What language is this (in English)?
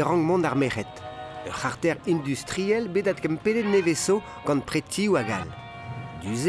Breton